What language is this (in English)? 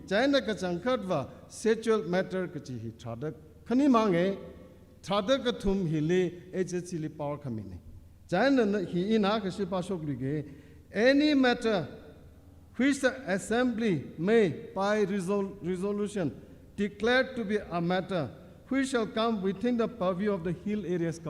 Tangkhul Naga (India)